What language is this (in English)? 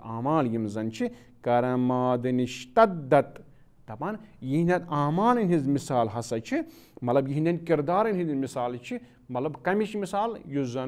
Kashmiri